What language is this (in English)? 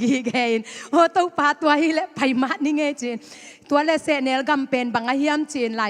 Tedim Chin